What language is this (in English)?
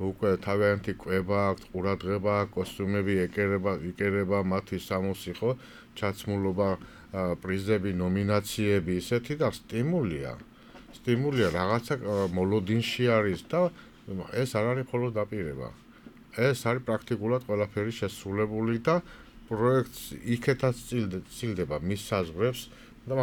Georgian